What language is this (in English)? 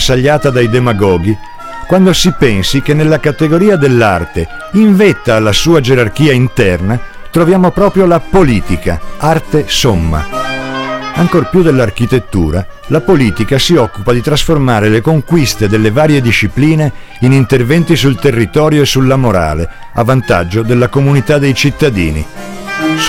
Italian